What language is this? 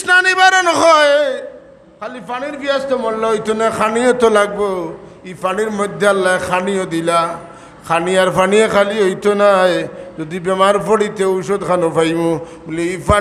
Sylheti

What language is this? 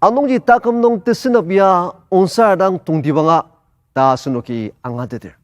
Ao Naga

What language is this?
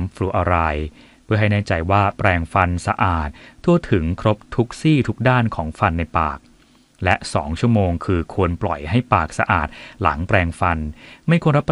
Thai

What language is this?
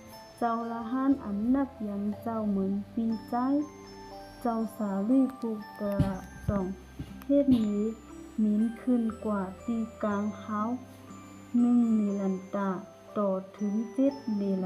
Shan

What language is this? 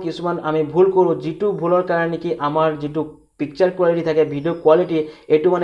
Assamese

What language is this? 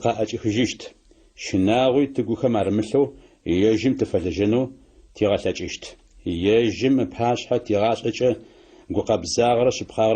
Adyghe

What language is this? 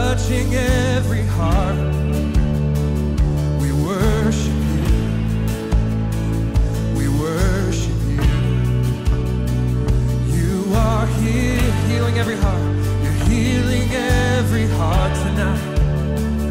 English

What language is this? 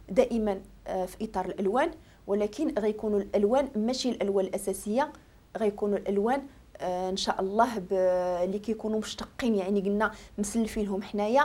Moroccan Arabic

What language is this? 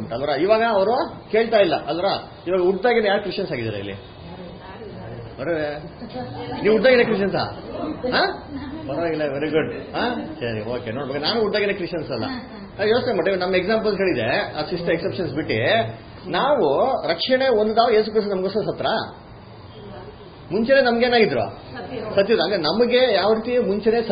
Kannada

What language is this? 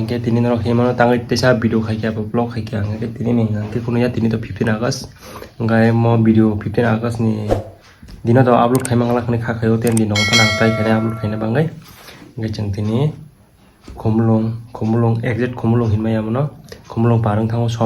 Kok Borok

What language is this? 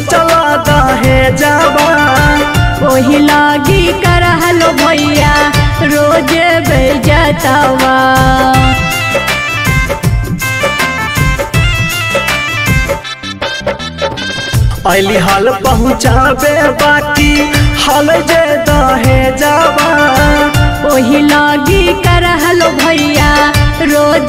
Bhojpuri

